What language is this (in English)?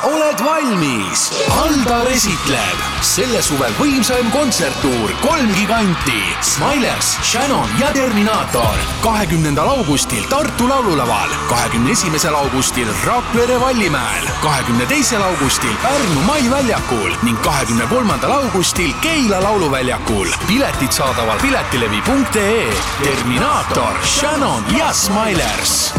Estonian